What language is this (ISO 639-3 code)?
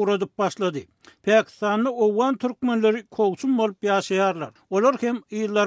tuk